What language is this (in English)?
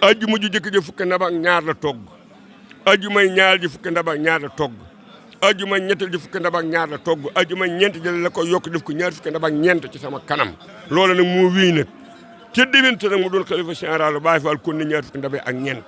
Wolof